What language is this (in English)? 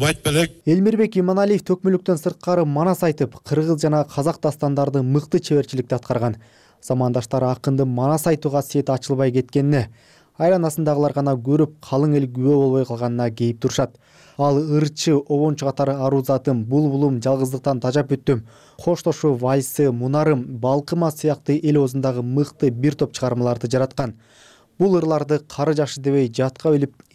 Kyrgyz